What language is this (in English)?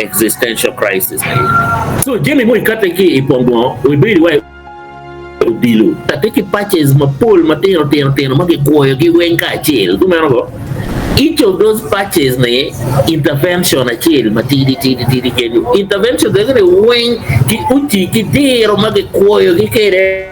Acoli